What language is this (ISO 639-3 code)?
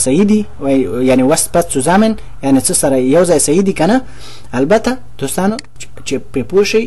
pus